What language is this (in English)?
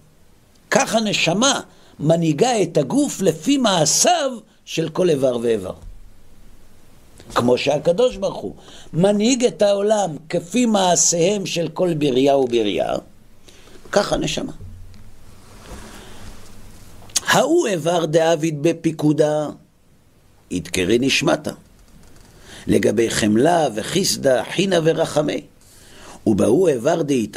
Hebrew